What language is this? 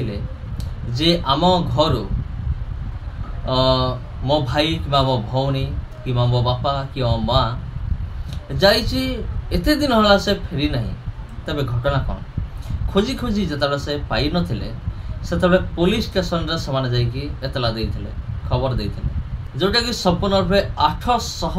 Odia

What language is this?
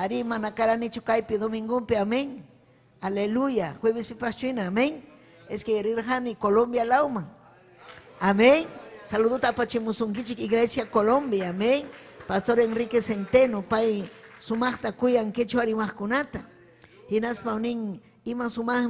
Ayacucho Quechua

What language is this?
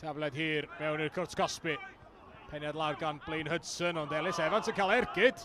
Welsh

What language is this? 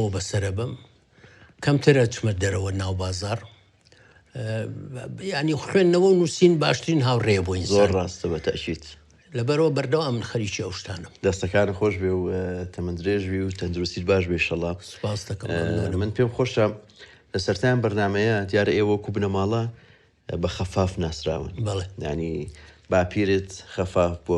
Central Kurdish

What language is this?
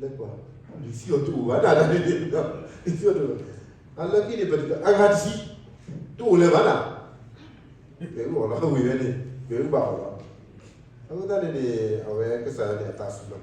S'gaw Karen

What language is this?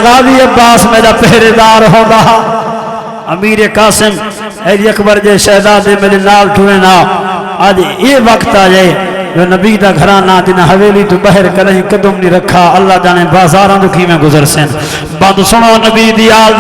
Saraiki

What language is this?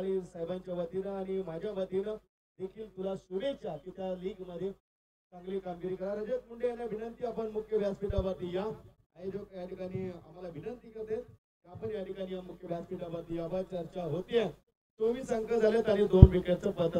Marathi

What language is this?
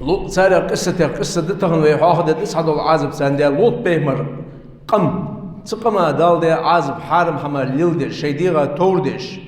Ingush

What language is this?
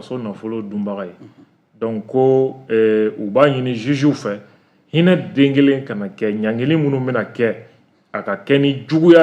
Bambara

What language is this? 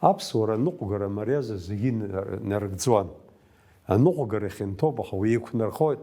Abkhazian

